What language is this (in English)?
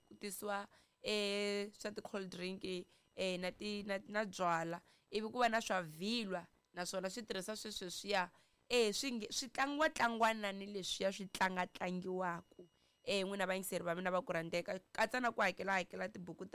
Tsonga